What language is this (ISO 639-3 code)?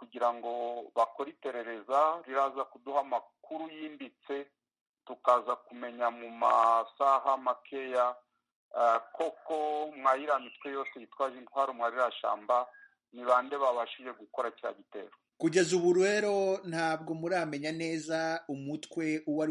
kin